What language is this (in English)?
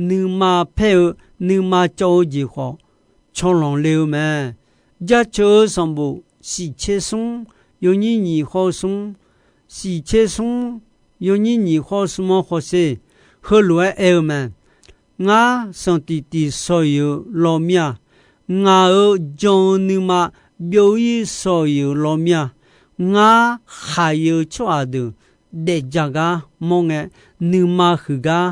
Akha